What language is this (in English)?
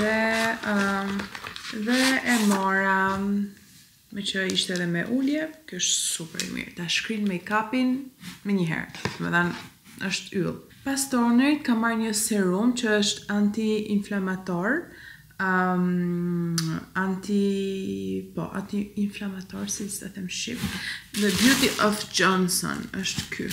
Albanian